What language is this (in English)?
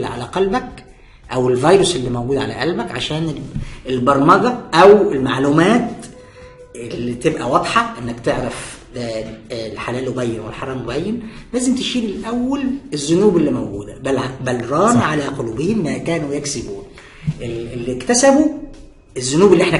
Egyptian Arabic